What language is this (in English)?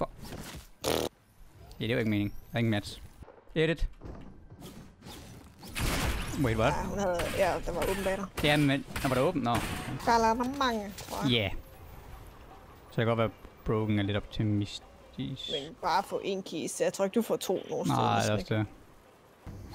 Danish